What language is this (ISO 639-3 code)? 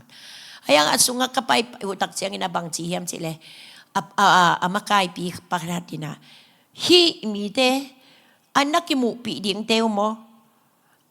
ctd